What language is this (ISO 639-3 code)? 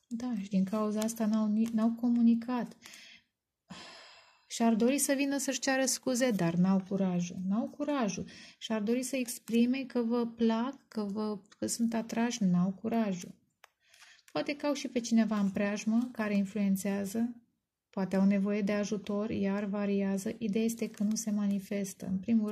ron